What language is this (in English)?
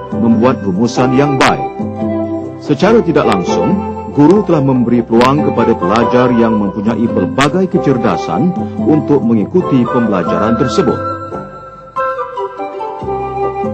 Malay